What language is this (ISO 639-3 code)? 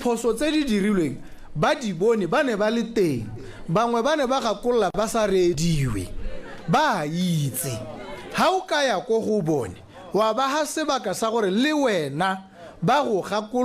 tsn